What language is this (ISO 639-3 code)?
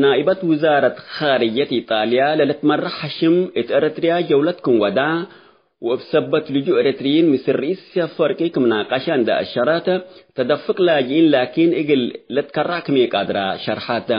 tig